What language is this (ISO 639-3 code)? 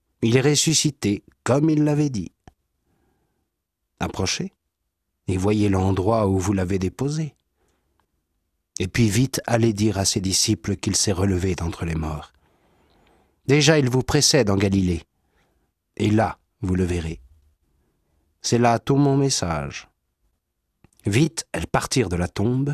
fra